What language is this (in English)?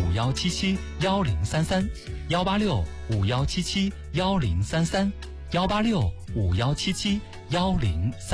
Chinese